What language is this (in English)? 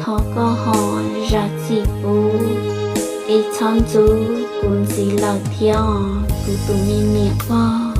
Hmong